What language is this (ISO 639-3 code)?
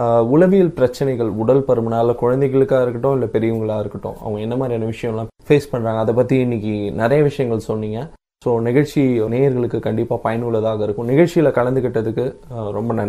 tam